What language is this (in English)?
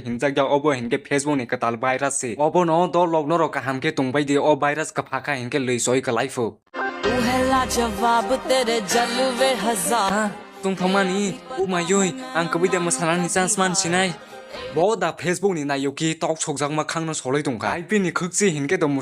Kok Borok